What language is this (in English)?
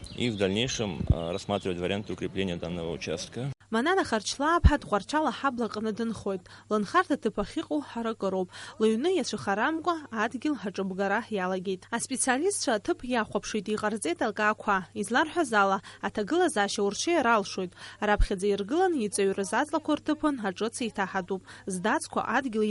Abkhazian